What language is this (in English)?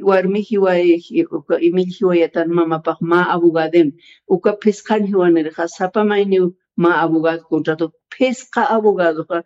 Aymara